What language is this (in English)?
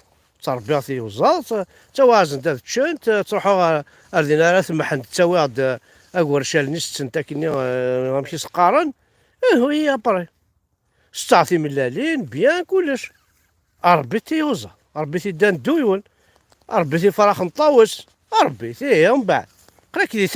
Kabyle